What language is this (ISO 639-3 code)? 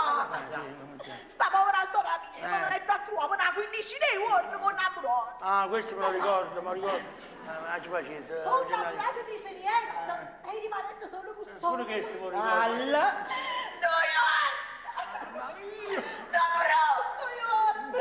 nap